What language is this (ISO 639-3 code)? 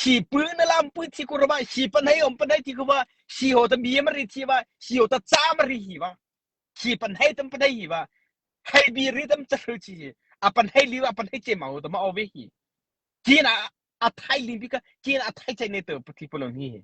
mrh